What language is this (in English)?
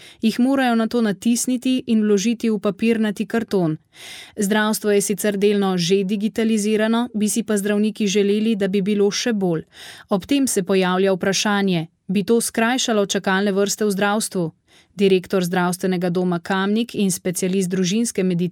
Slovenian